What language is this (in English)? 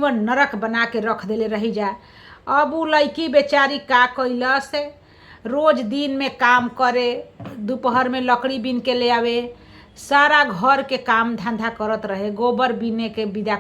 Bhojpuri